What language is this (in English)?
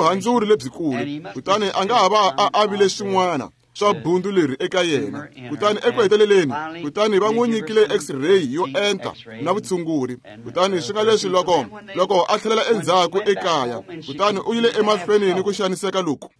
Tsonga